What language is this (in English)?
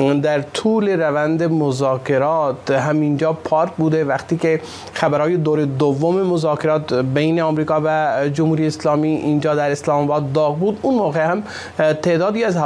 Persian